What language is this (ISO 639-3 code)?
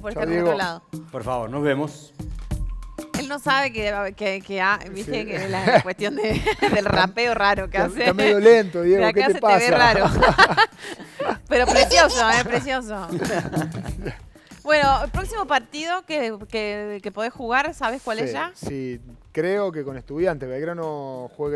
spa